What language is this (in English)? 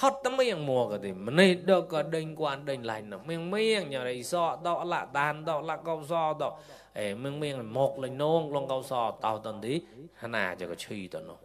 Mon